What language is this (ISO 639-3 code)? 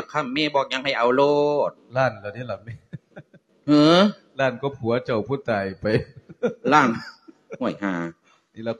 lao